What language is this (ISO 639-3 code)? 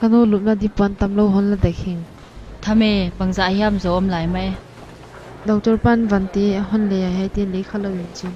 pck